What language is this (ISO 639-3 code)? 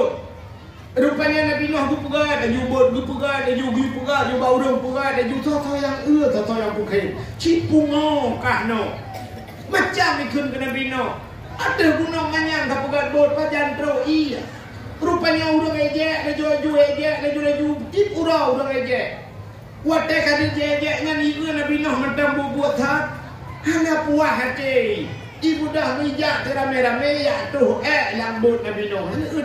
ace